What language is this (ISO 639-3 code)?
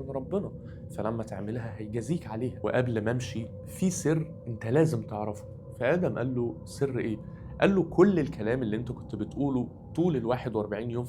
arz